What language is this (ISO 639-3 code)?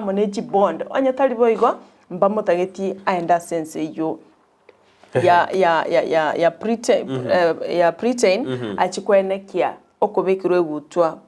guz